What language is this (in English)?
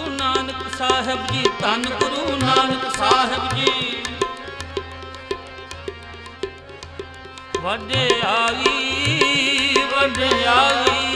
Punjabi